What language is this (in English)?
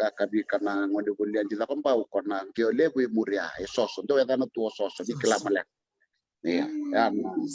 Fijian